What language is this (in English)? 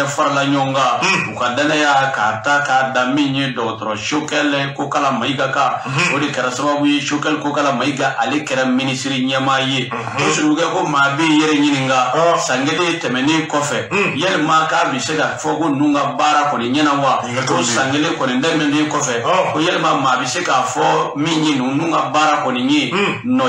Bambara